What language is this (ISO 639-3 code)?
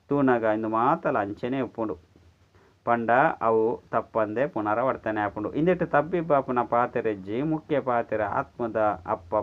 tcy